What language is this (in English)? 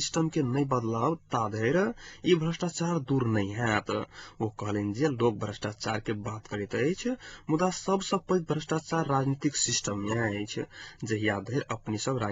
Maithili